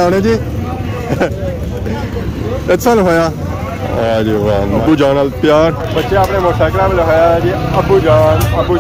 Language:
Pahari-Potwari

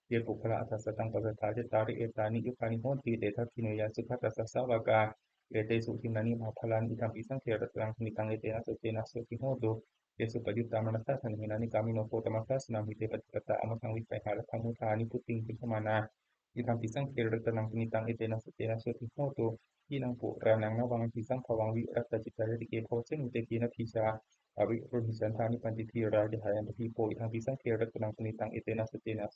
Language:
Pali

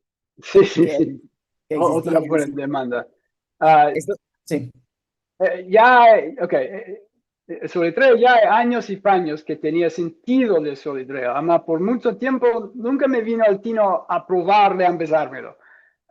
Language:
Ladino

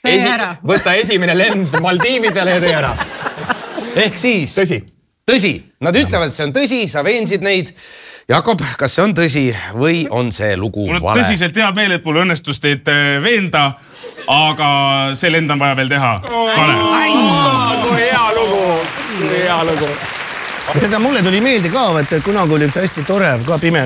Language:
Estonian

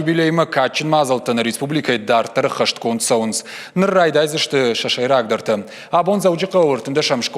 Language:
Ossetic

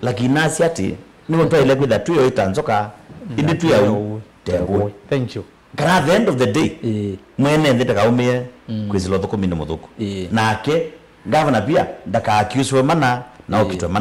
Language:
Kamba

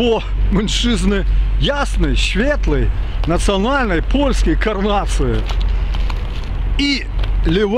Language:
Polish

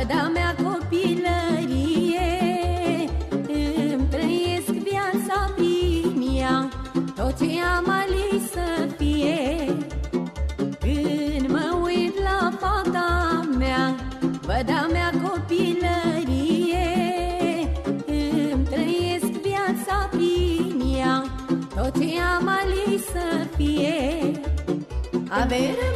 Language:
Romanian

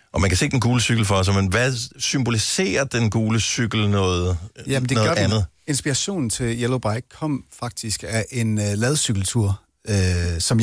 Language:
Danish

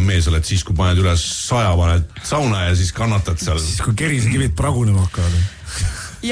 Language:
Estonian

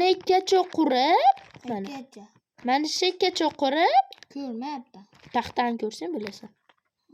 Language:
Uzbek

